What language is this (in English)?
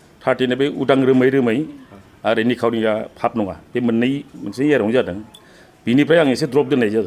Bodo